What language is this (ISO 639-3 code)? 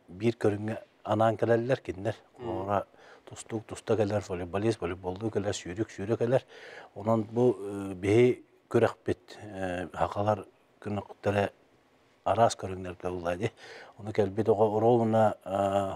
sah